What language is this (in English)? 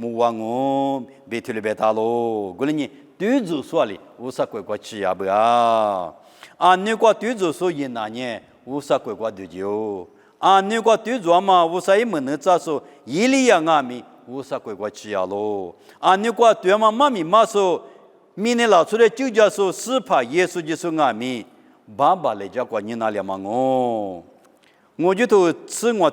Lisu